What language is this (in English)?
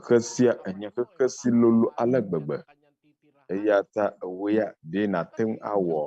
Ewe